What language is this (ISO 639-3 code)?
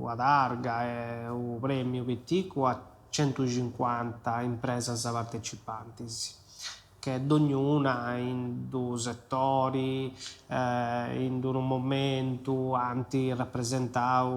srd